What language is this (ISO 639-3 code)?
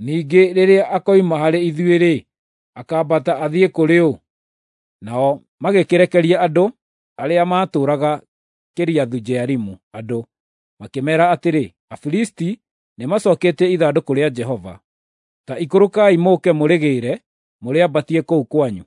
kik